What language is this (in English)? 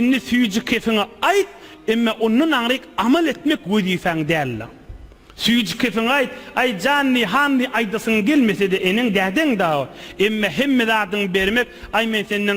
Turkmen